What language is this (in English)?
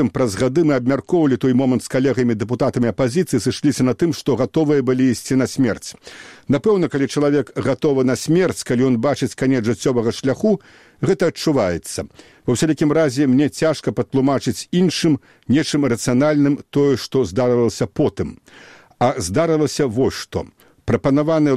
Belarusian